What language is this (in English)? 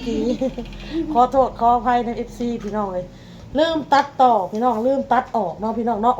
Northeastern Thai